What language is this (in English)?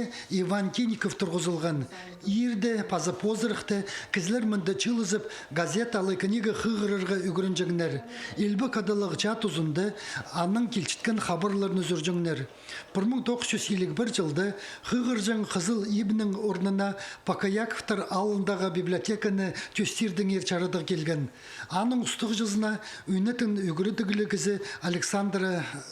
Khakas